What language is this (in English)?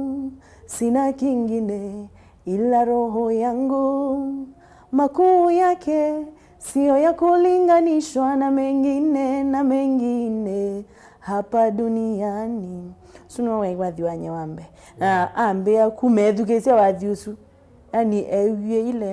Kamba